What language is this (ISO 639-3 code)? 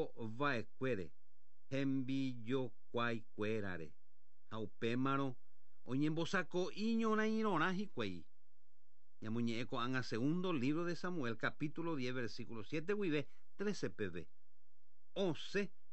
grn